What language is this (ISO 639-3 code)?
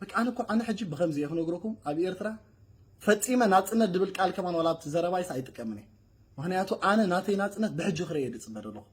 tir